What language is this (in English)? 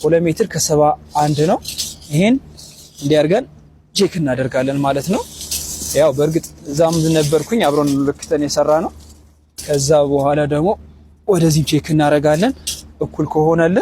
Amharic